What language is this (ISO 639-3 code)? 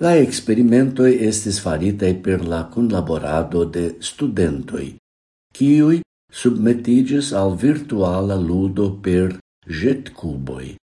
epo